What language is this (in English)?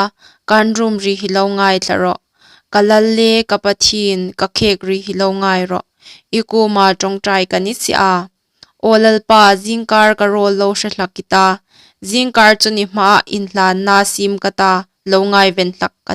Hmar